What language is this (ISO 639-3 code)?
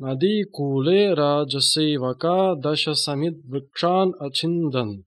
san